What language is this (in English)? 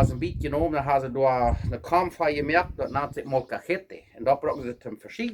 Plautdietsch